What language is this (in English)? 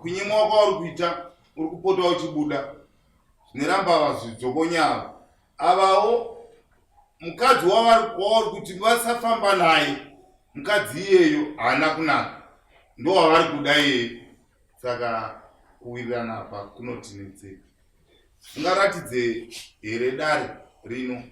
Shona